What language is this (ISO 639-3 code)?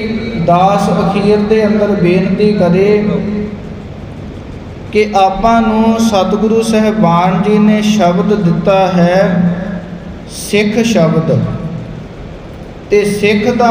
pan